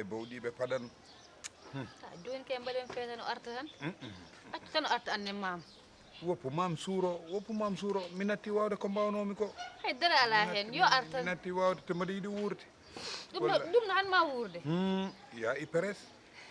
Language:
Fula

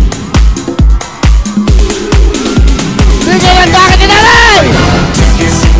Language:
Filipino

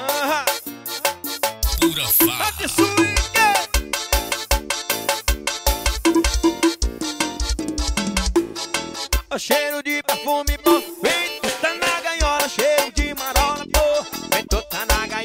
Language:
Portuguese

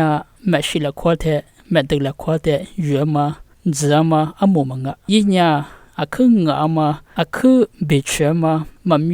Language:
Lisu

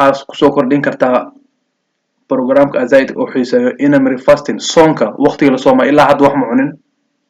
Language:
Somali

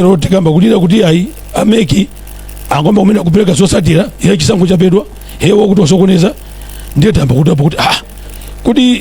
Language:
Nyanja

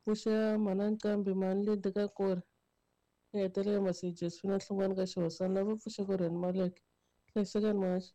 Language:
Tsonga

